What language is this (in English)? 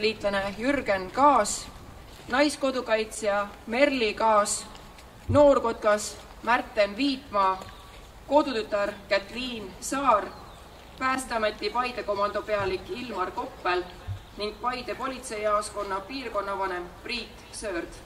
Estonian